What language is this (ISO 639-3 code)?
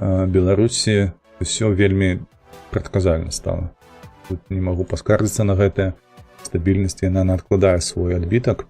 bel